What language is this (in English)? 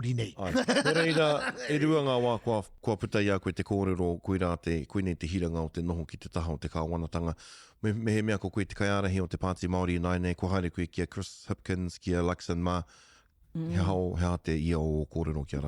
Māori